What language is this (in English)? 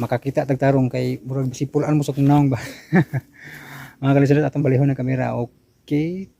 Cebuano